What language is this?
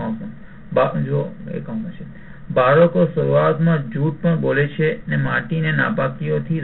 Gujarati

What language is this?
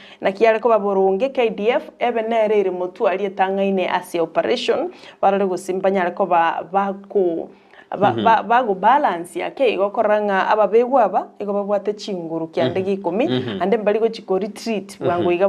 Gusii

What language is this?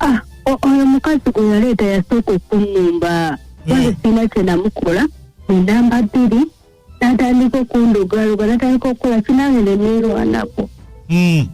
Ganda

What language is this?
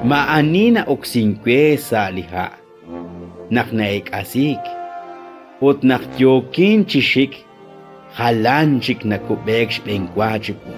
Kekchí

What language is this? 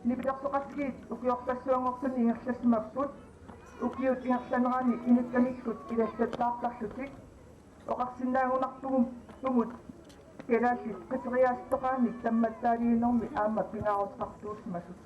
Kalaallisut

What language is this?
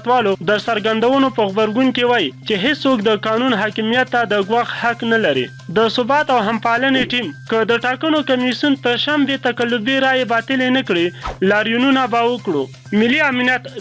Pashto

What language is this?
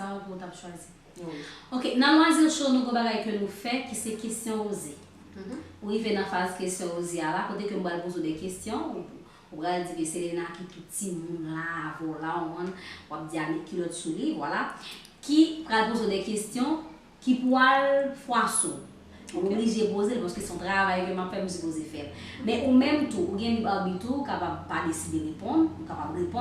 Haitian Creole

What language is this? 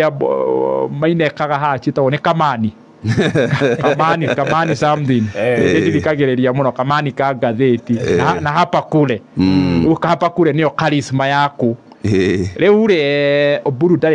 Kikuyu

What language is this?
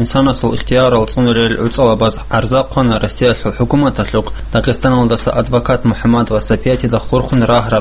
Avaric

